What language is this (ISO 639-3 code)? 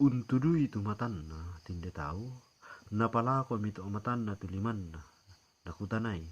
sda